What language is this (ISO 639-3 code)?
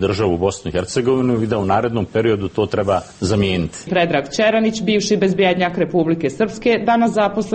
srp